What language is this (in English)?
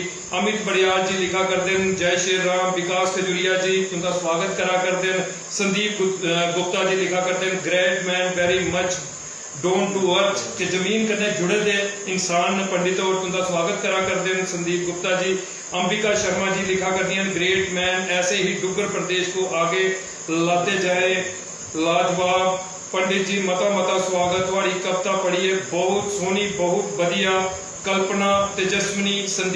Dogri